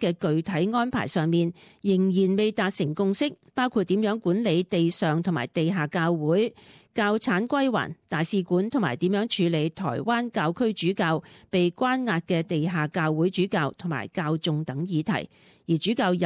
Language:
Cantonese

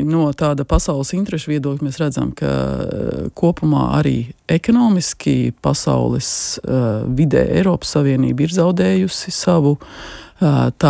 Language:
Latvian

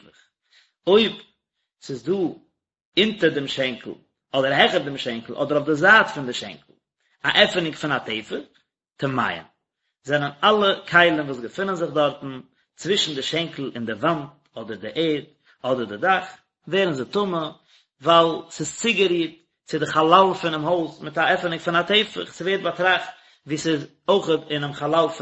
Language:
Yiddish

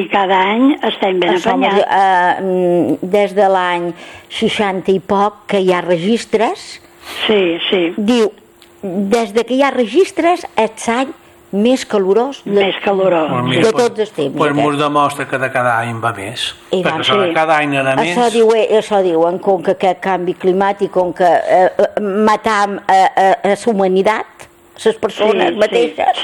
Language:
Catalan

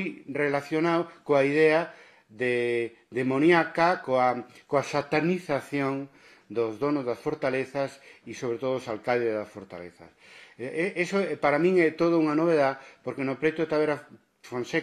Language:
Galician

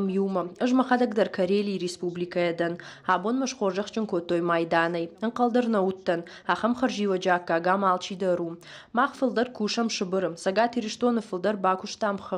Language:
Ossetic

